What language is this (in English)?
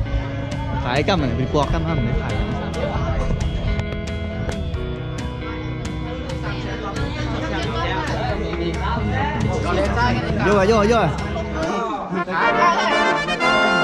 Thai